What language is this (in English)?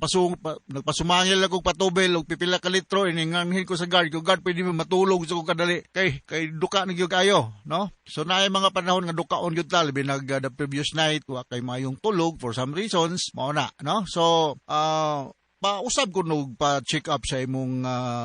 Cebuano